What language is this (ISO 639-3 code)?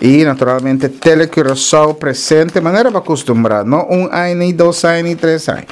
pap